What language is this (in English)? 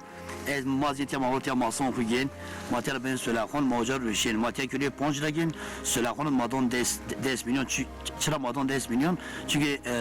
Zaza